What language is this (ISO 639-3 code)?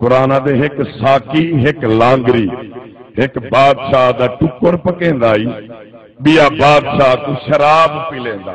skr